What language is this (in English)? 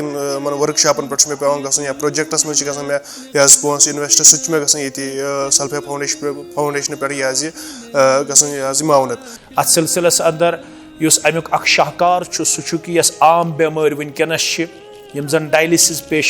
Kashmiri